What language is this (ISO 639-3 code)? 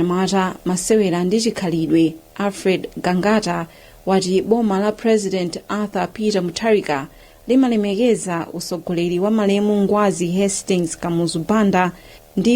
nya